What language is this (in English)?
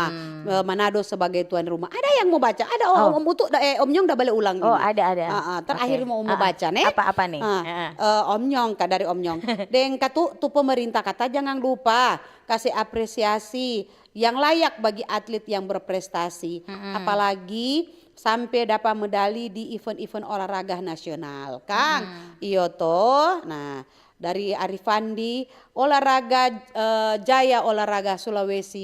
Manado Malay